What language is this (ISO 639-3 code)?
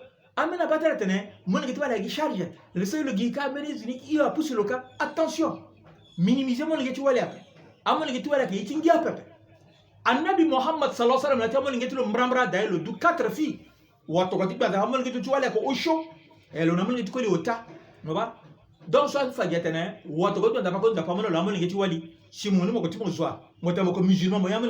sag